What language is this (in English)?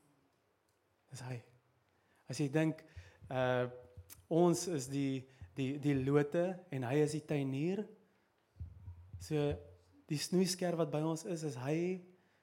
Afrikaans